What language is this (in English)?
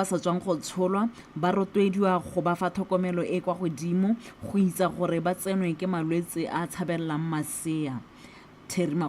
Tswana